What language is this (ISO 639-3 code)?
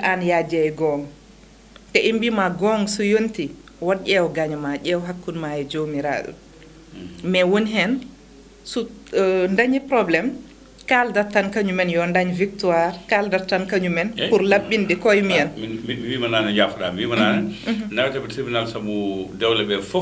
ful